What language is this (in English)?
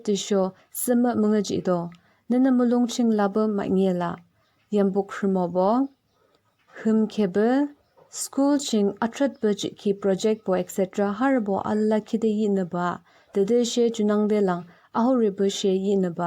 Yimchungru Naga